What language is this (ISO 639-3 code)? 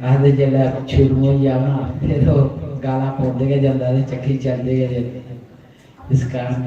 doi